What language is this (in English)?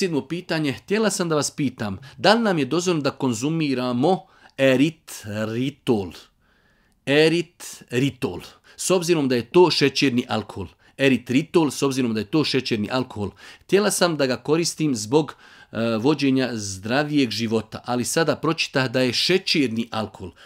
Bosnian